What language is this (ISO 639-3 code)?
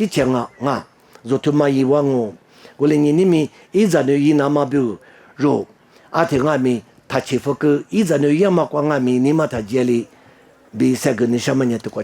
lis